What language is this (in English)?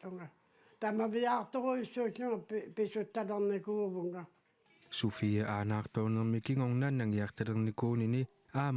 Kalaallisut